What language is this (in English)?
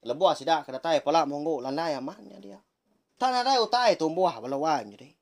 Iban